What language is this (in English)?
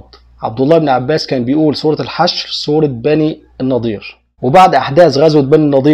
Egyptian Arabic